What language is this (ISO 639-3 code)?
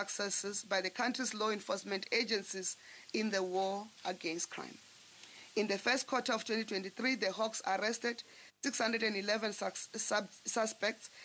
eng